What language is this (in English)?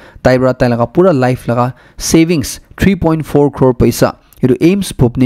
Naga Pidgin